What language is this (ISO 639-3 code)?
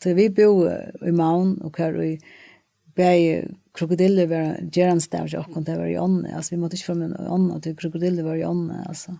fao